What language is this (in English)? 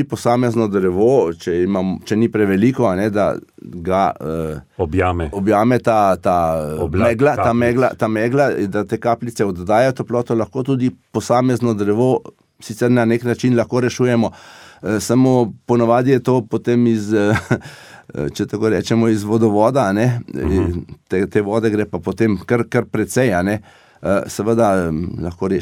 Slovenian